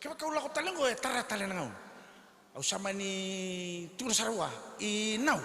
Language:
Fijian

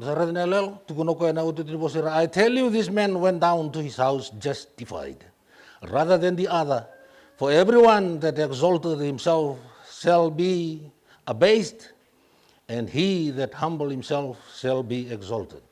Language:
Fijian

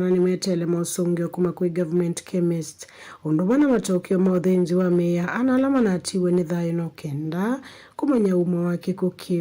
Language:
Kamba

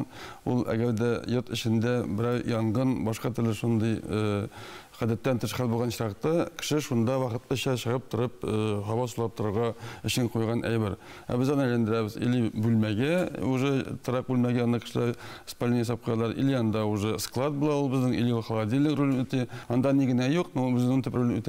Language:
Tatar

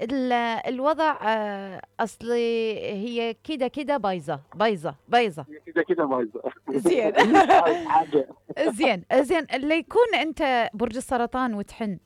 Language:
Mesopotamian Arabic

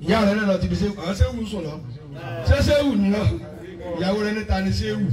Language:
Yoruba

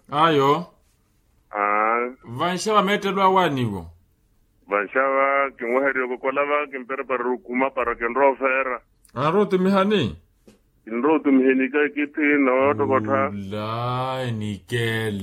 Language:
Makhuwa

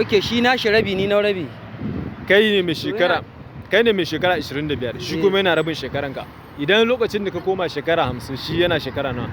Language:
Hausa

